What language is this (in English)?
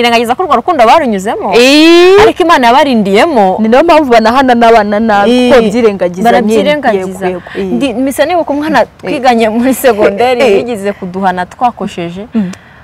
Kinyarwanda